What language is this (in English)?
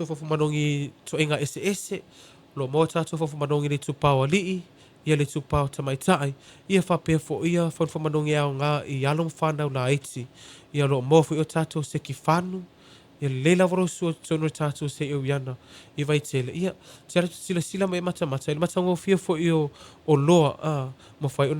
Samoan